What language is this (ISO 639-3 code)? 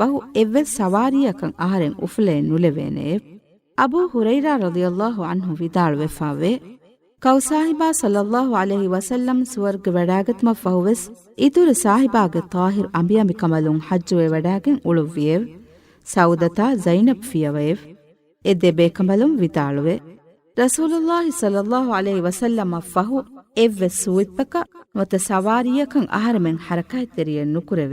div